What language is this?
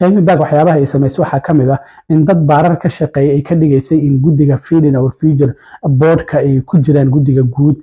Somali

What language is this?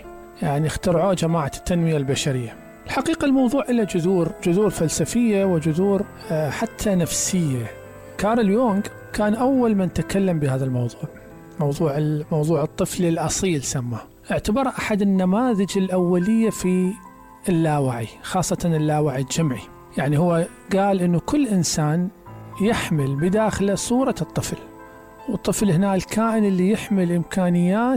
Mesopotamian Arabic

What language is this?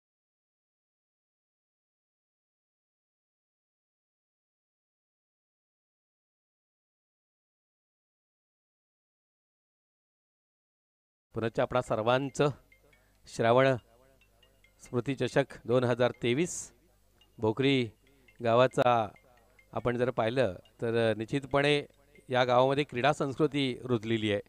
Marathi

